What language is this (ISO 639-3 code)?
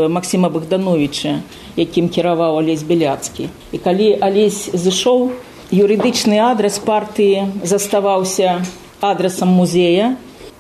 bel